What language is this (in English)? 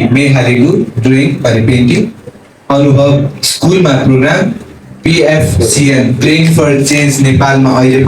Newari